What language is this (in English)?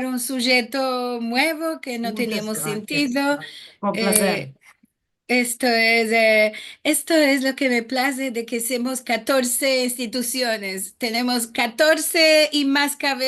Ladino